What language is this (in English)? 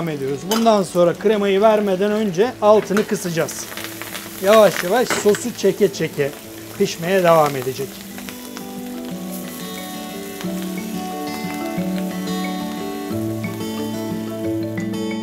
Turkish